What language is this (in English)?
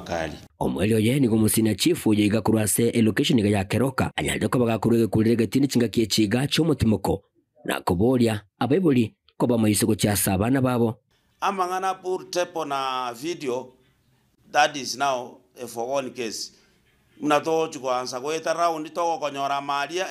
Gusii